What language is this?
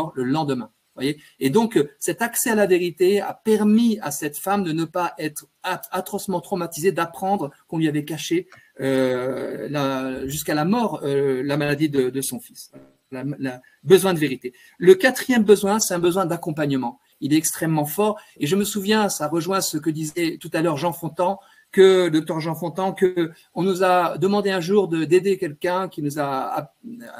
French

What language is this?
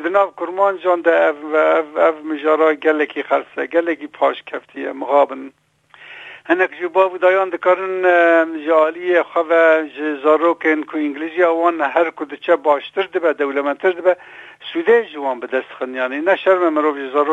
Kurdish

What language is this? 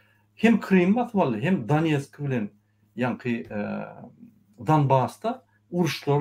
Turkmen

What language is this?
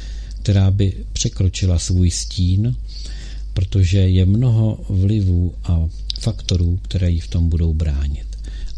Czech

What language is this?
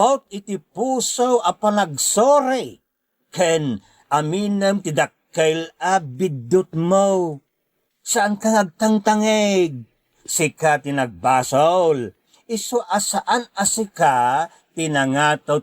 Iloko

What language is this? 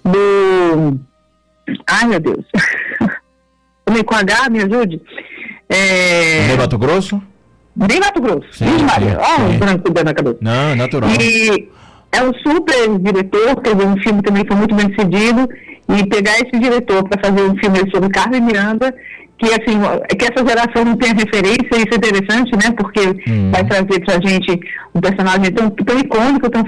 Portuguese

